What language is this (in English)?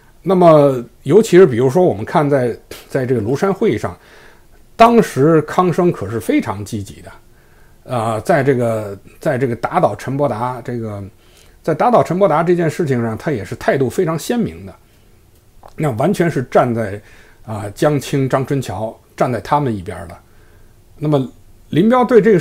Chinese